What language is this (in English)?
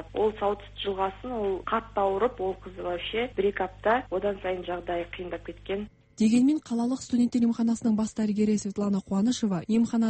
Kazakh